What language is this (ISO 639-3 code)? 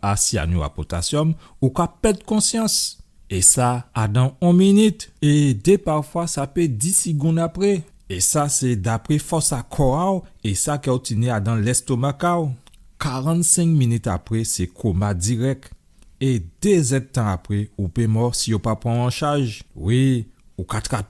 gcf